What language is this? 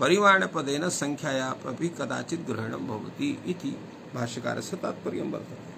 Sanskrit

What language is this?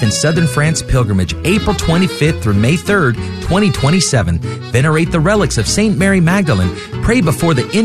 English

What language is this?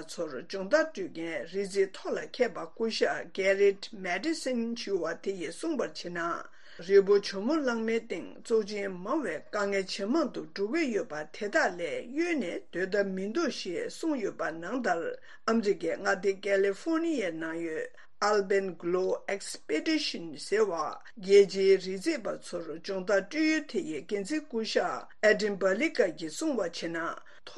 Tibetan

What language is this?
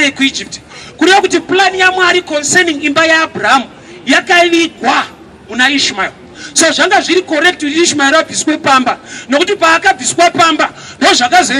Shona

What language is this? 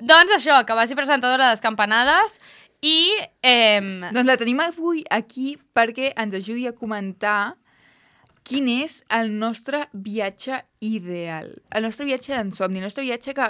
Catalan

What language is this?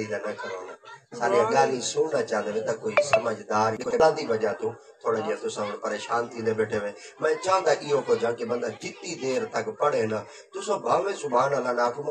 Saraiki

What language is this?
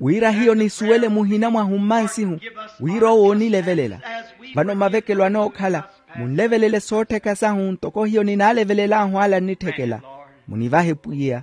Makhuwa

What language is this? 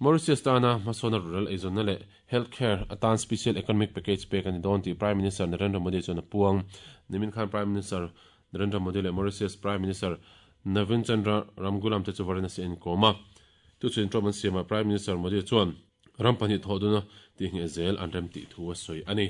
Mizo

